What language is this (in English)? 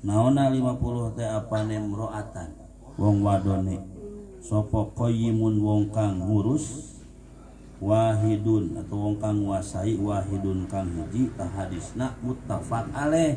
Sundanese